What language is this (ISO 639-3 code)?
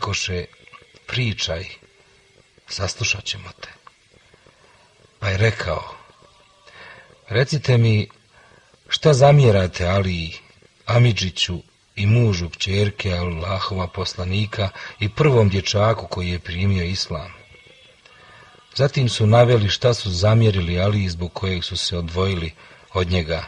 bos